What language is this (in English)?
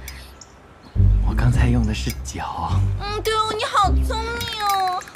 Chinese